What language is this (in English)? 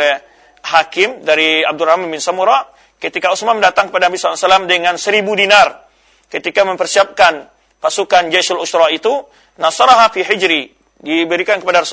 Indonesian